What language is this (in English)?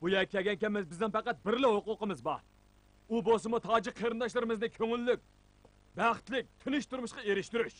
Uyghur